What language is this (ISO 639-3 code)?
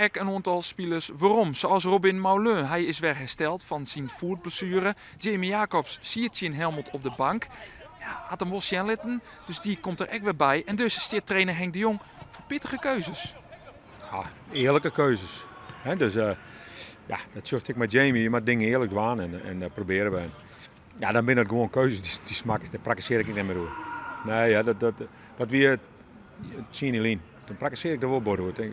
fry